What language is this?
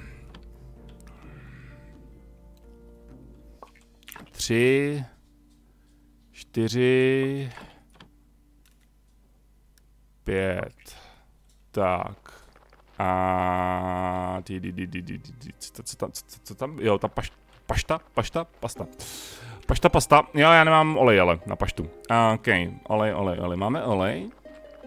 Czech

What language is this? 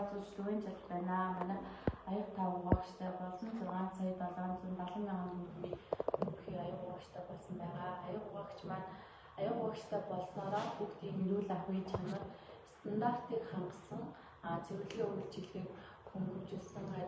Mongolian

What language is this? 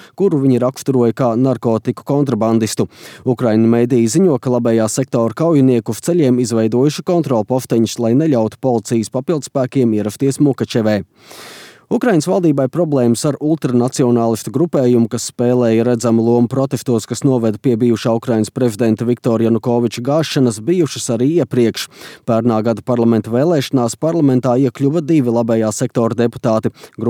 Latvian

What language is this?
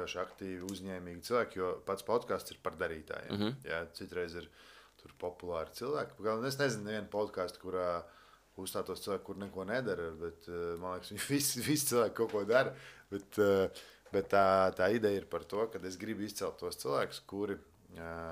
Latvian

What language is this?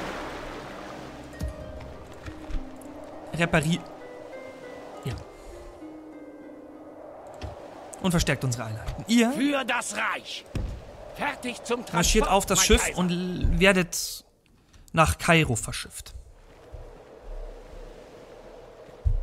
German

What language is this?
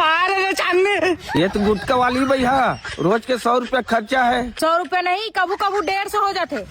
Chhattisgarhi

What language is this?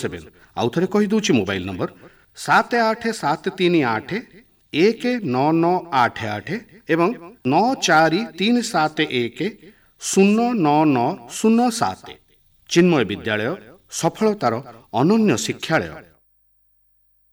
Odia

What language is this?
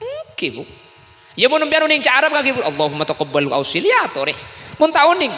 Madurese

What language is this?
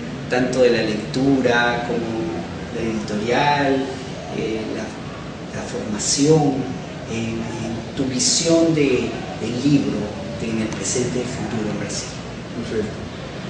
Spanish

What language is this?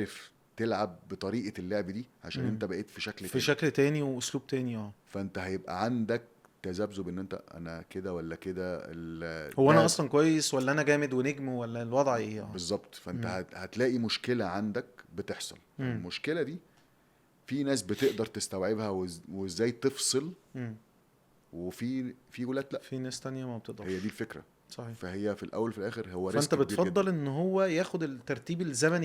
Egyptian Arabic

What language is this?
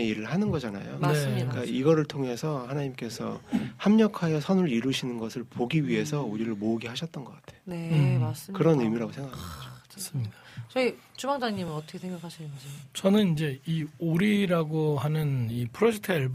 Korean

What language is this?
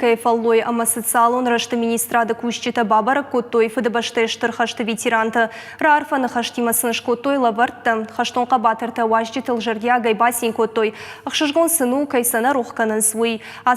Ossetic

